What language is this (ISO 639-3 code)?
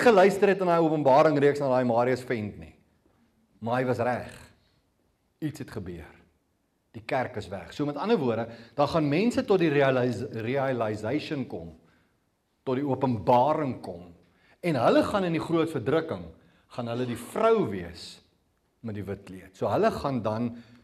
afr